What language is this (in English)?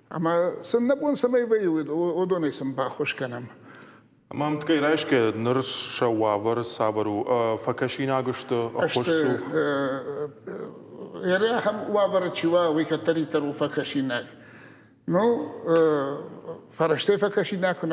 Ossetic